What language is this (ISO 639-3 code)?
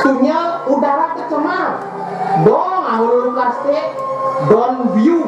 ban